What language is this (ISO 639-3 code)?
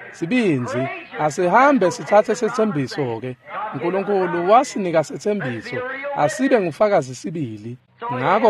ssw